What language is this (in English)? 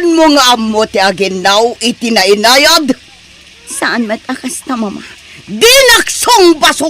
Iloko